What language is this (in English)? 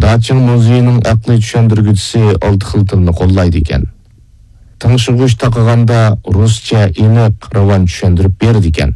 Uyghur